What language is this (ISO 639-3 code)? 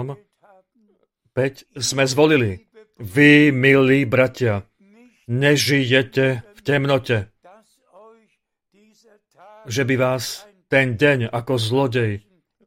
slk